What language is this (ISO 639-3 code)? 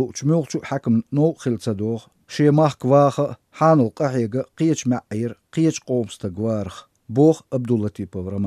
che